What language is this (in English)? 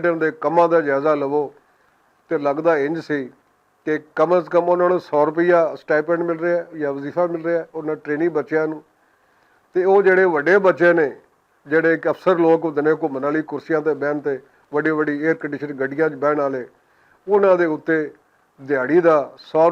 Western Panjabi